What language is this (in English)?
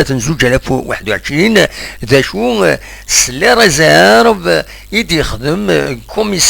Kabyle